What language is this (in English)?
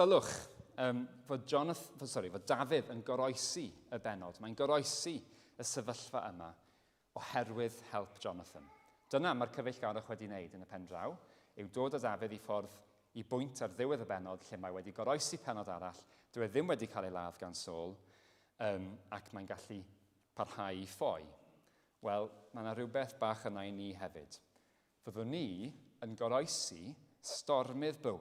Welsh